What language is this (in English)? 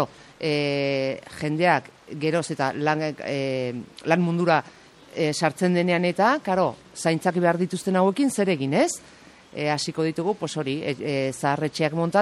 Basque